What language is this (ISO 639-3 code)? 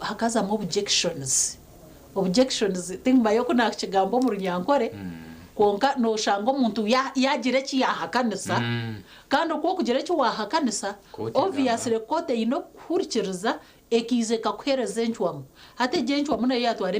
nyn